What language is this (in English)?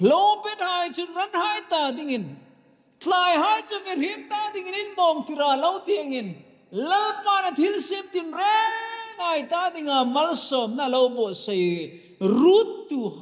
Hmar